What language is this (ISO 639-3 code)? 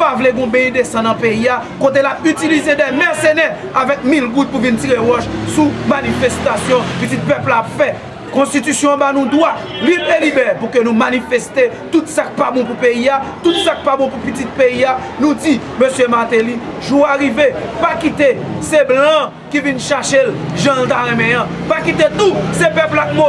hat